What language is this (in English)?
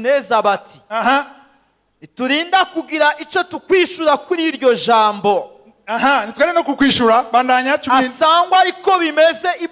Rundi